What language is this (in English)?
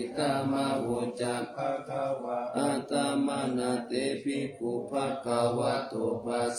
Pali